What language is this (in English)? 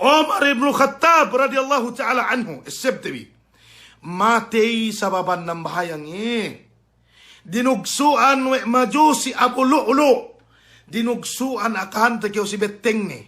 Yakan